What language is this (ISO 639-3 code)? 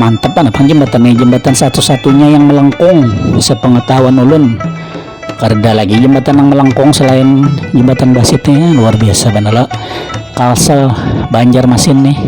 bjn